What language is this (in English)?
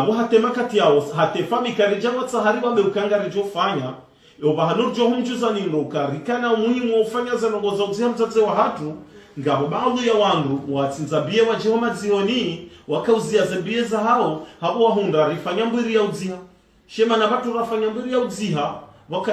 Ngazidja Comorian